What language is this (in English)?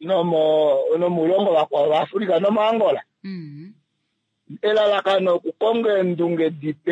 Kuanyama